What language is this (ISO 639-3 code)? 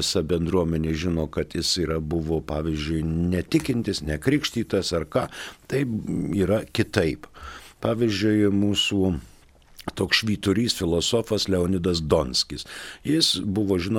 lit